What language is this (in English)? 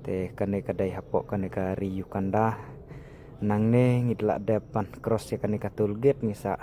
Khasi